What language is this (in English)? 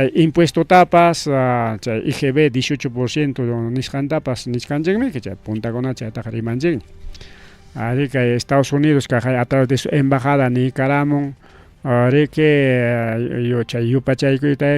Ayacucho Quechua